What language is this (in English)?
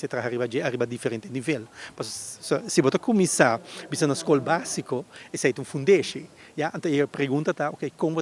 Papiamento